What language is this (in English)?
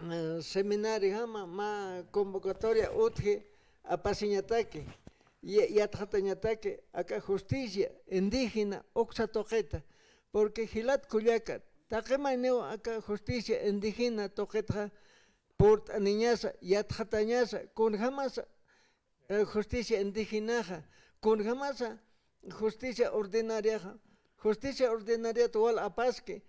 Aymara